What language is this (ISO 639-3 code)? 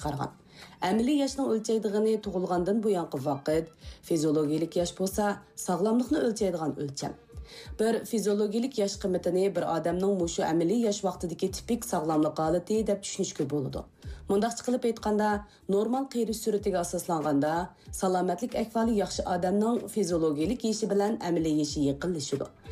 uig